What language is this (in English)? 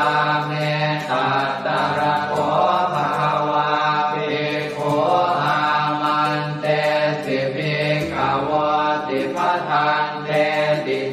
Pali